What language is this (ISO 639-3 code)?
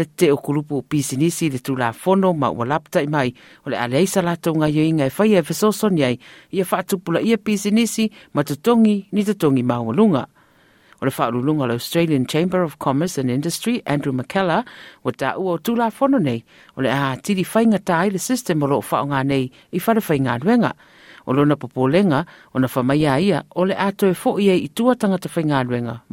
smo